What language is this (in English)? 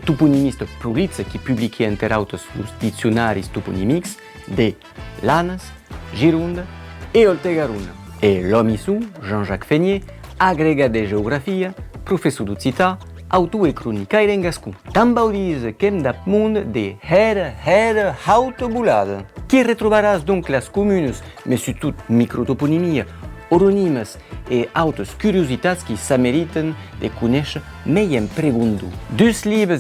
Occitan